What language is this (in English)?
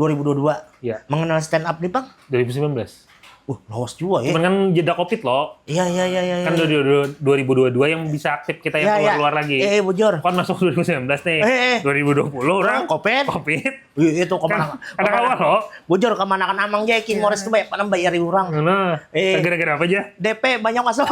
Banjar